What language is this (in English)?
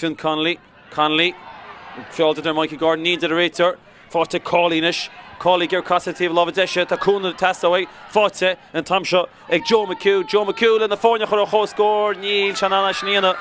Irish